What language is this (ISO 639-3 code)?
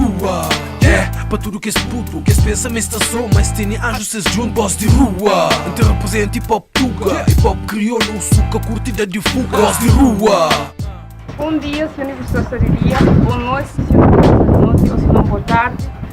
kea